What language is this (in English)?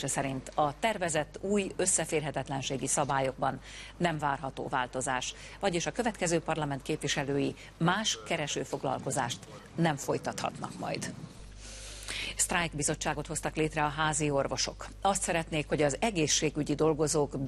Hungarian